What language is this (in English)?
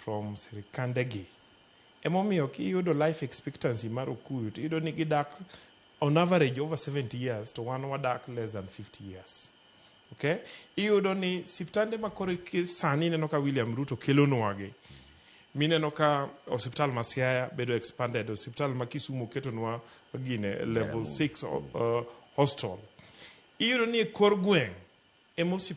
Luo (Kenya and Tanzania)